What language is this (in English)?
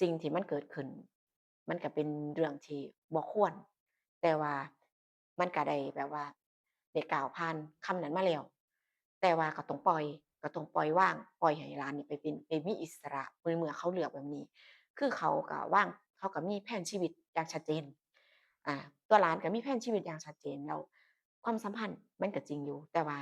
Northeastern Thai